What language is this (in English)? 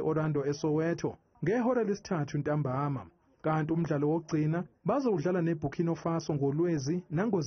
Zulu